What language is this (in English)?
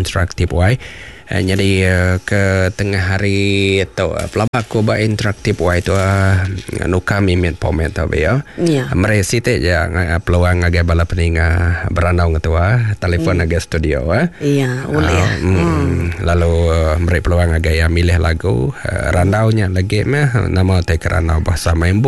Iban